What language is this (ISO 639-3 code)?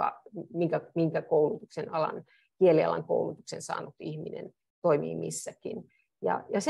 fin